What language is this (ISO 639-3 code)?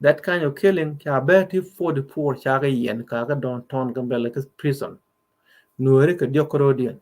nus